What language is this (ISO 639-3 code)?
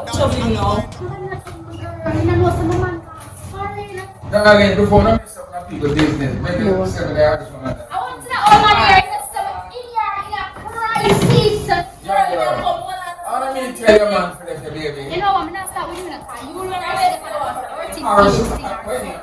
jam